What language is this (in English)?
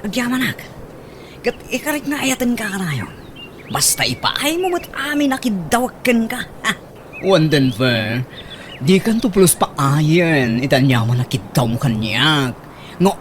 Iloko